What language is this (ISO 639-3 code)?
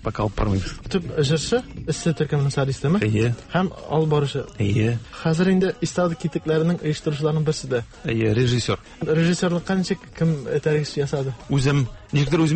tat